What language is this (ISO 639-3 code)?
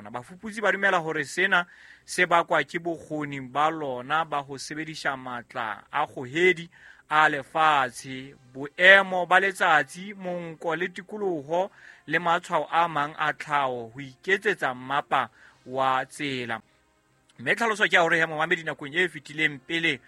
sot